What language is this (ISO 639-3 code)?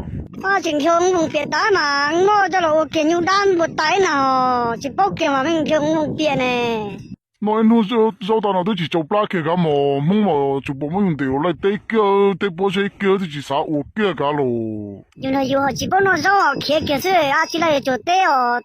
hmn